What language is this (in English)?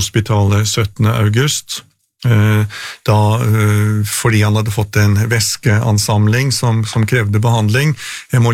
Norwegian